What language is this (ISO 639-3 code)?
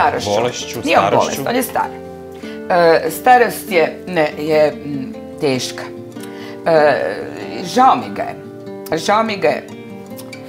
hrv